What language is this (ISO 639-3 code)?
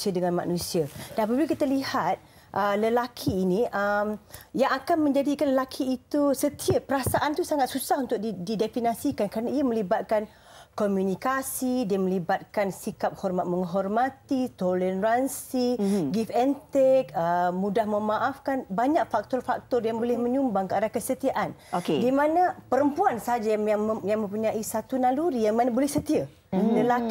msa